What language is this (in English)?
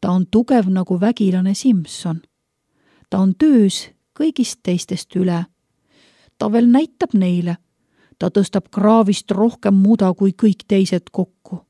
Estonian